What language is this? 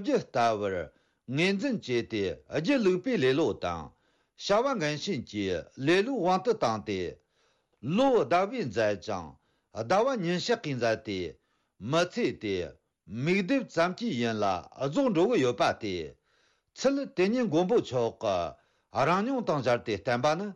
Tibetan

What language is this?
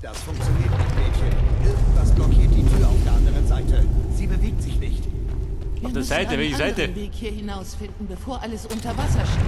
Bavarian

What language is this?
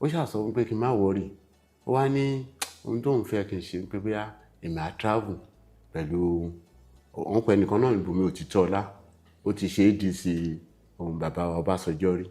Yoruba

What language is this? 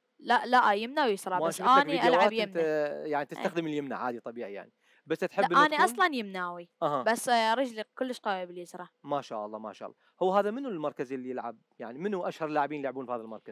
Mesopotamian Arabic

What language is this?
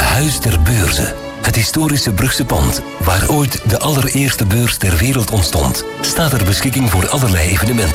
Dutch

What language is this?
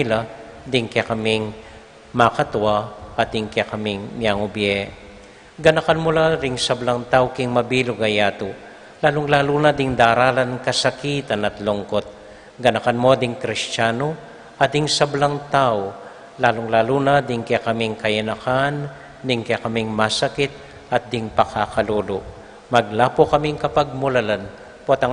Pampanga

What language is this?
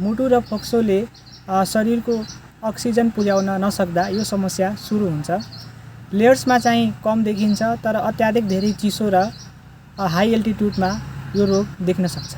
Nepali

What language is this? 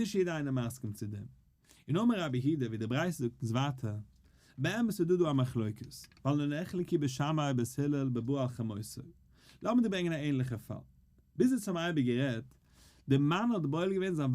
Yiddish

